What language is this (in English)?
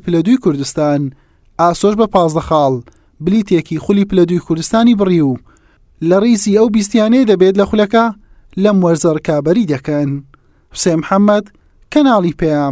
Central Kurdish